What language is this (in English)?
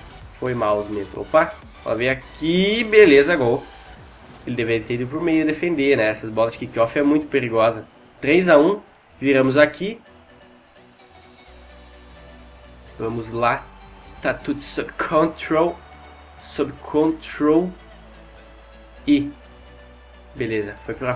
Portuguese